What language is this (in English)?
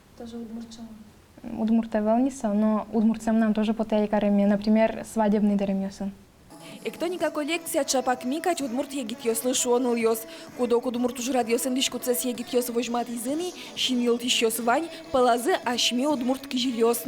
Udmurt